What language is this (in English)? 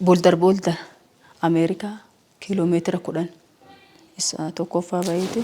Oromo